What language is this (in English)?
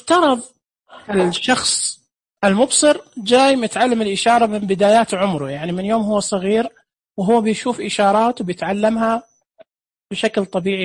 Najdi Arabic